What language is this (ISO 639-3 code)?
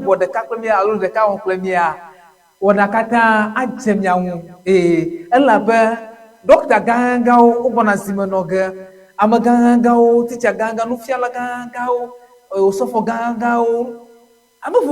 ewe